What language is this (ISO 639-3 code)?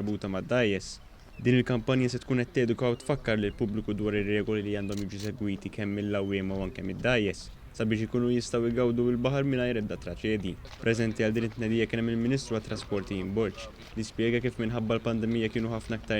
mlt